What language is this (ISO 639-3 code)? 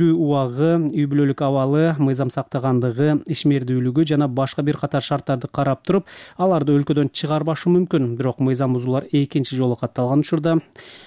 kir